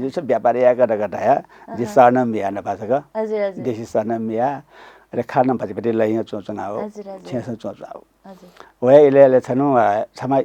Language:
Newari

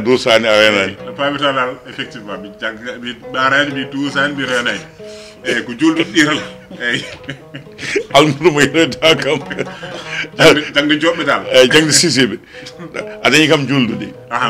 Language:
Fula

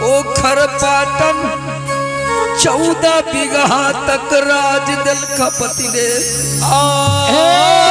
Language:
Maithili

